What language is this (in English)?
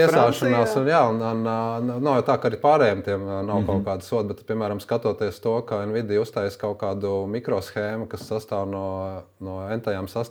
Latvian